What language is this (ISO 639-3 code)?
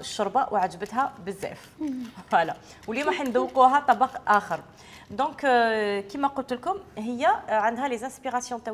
arq